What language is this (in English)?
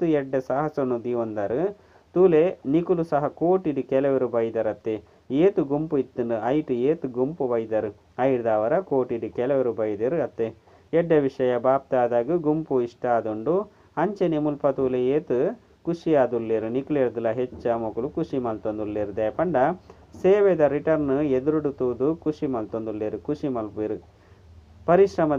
Tulu